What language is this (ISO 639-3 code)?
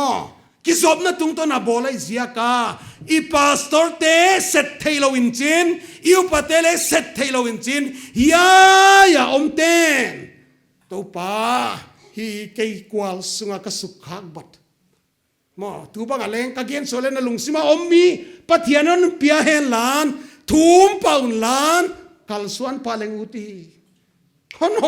pck